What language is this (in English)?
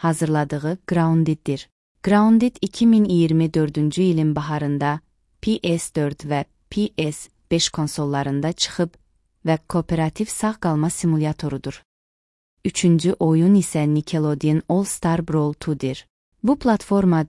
Azerbaijani